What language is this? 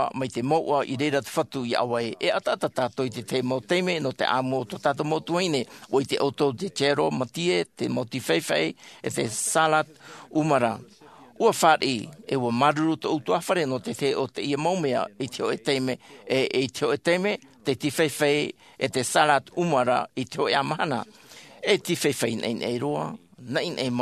Tahitian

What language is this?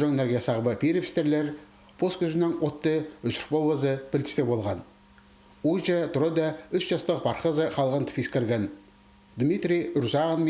Khakas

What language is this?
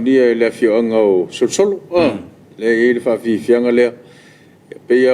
Samoan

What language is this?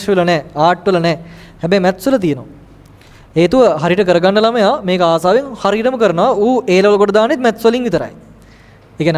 Sinhala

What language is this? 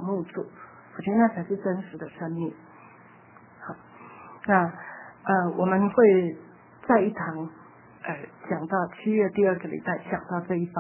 Chinese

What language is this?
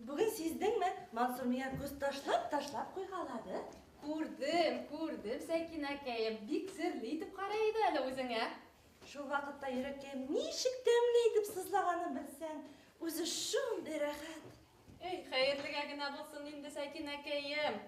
Bashkir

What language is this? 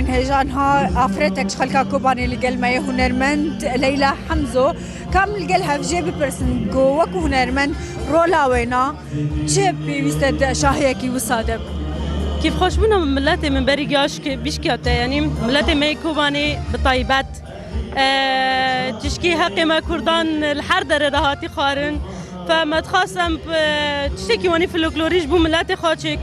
Kurdish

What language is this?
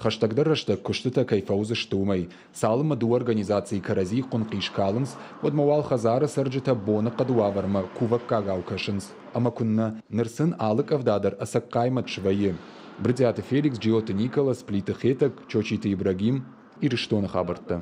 Ossetic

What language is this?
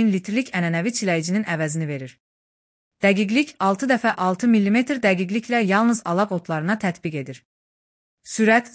Azerbaijani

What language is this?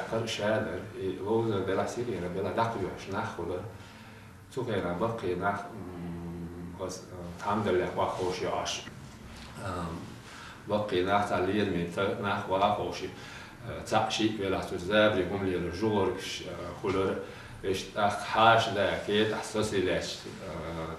Chechen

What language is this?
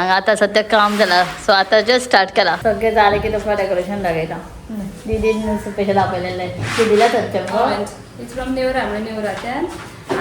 Konkani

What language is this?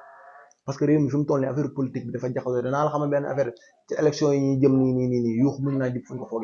Wolof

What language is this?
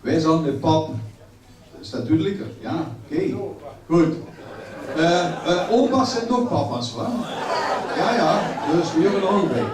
Limburgish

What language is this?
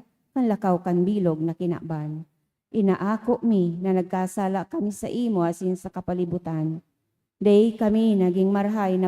Bikol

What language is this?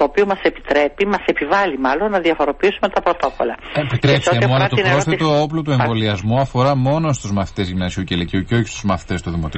Greek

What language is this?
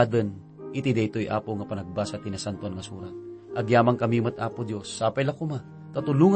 Iloko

